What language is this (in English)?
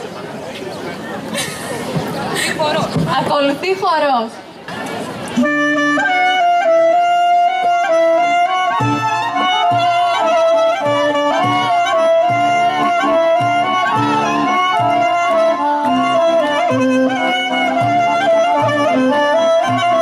Greek